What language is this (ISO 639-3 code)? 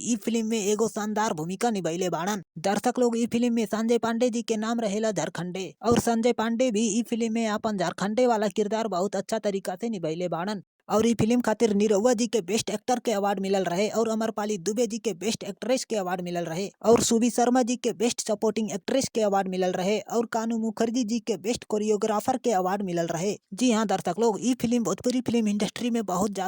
bho